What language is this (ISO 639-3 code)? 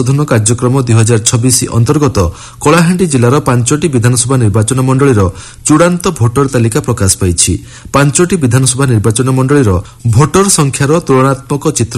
ori